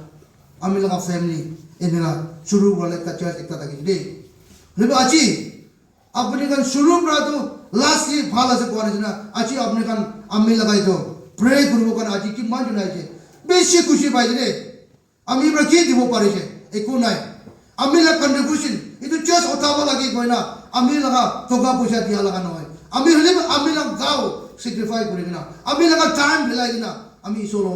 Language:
Naga Pidgin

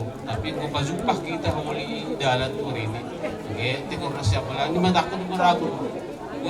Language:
Batak Simalungun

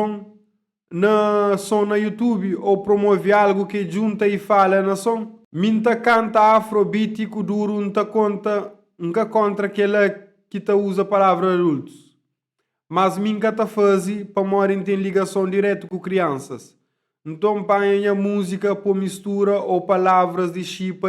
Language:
Kabuverdianu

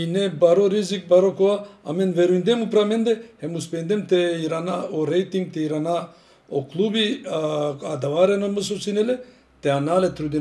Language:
Macedonian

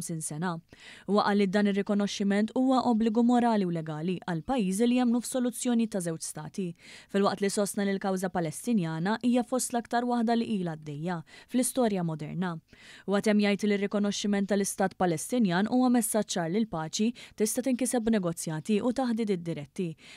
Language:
Maltese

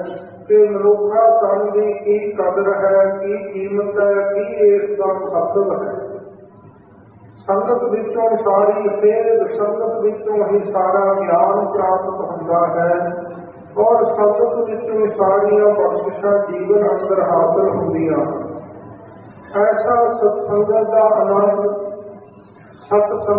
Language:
Punjabi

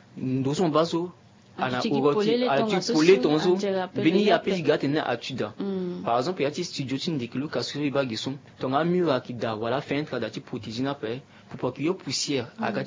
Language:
Sango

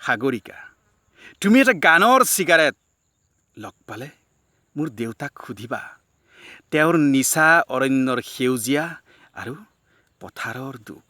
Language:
Assamese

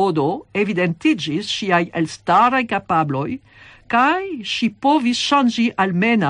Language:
Esperanto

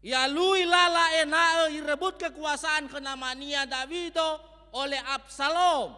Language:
Nias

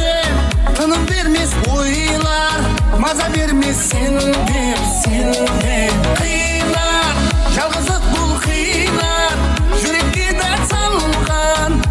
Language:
Kara-Kalpak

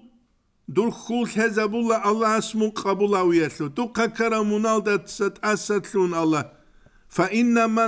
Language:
Avaric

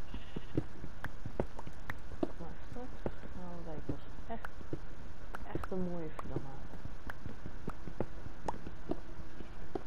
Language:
Dutch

